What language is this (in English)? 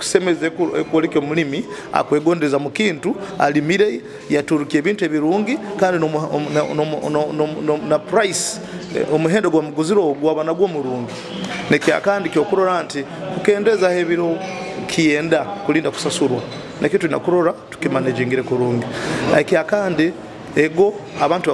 Nyoro